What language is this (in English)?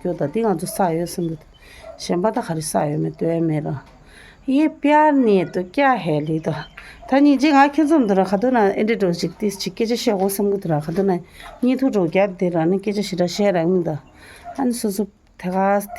Tibetan